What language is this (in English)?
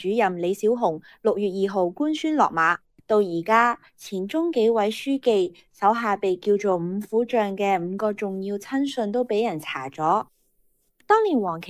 Cantonese